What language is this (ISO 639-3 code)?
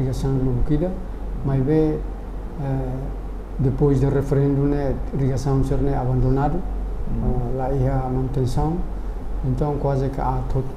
tet